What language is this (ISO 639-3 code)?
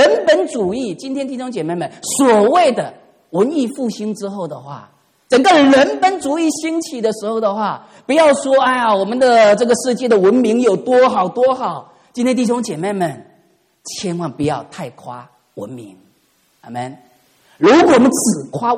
zho